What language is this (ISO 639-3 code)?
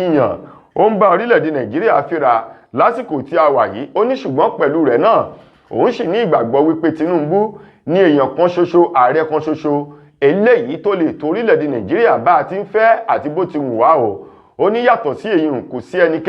yor